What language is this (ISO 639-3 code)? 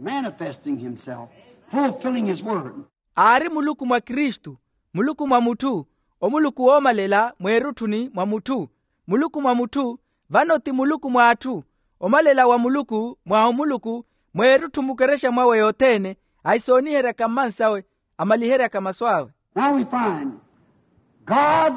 vmw